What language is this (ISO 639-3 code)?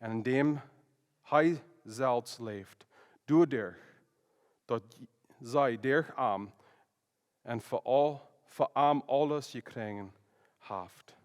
pdt